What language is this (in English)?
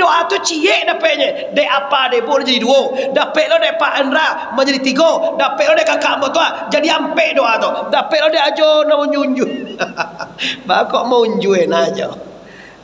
Minangkabau